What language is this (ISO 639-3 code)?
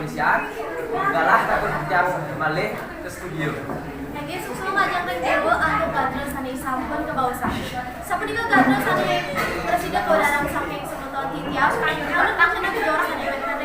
ban